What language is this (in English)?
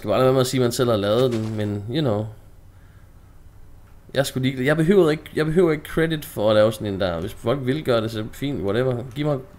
Danish